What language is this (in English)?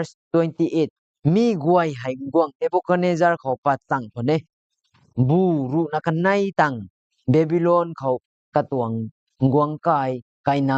Rongmei Naga